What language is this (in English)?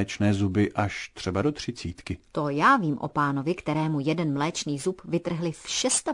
Czech